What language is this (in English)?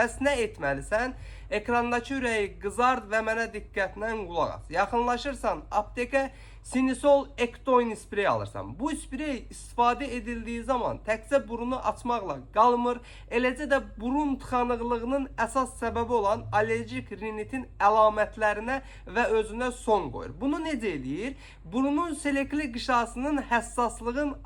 Azerbaijani